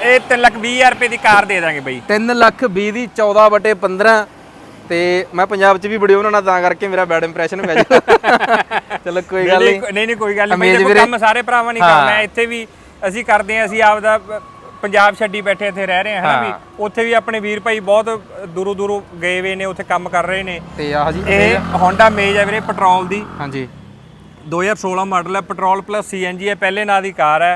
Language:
Punjabi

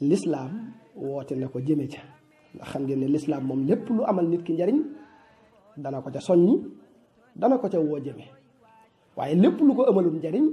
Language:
Wolof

